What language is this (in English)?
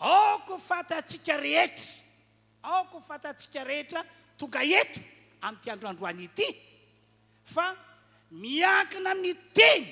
Malagasy